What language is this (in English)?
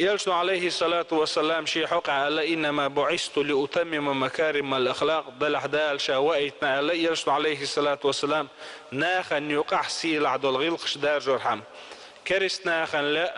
Chechen